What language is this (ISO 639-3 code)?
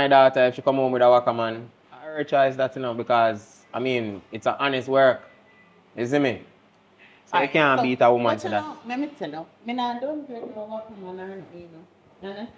jam